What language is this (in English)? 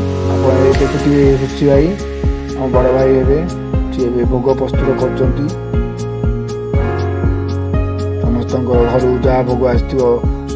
Odia